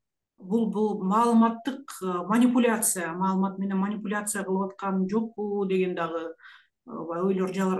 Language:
Kyrgyz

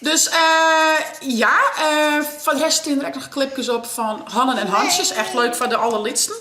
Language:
Western Frisian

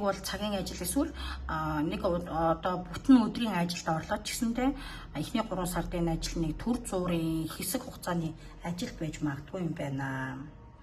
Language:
Mongolian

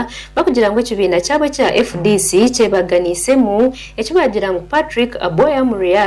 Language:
Nyankole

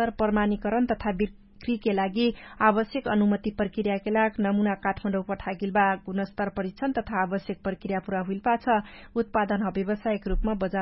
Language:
Dangaura Tharu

